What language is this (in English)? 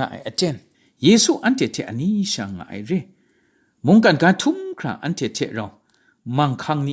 Kachin